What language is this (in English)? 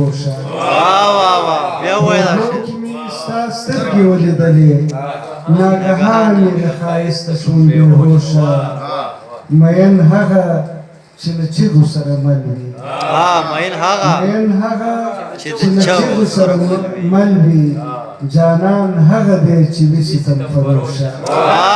Pashto